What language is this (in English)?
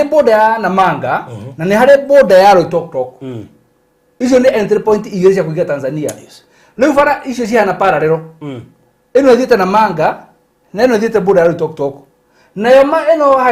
Kikuyu